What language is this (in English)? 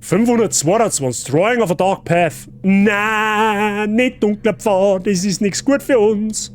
Bavarian